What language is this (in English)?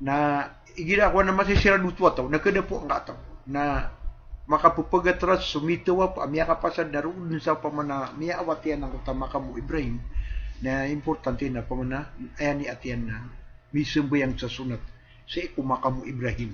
Maranao